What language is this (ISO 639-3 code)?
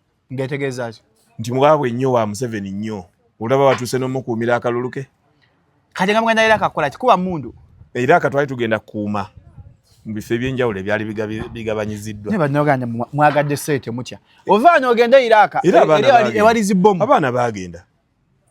lug